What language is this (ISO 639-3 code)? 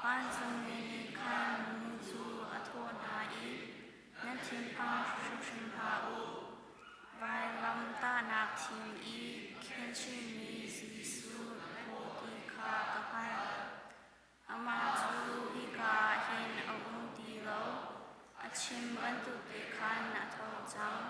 cnh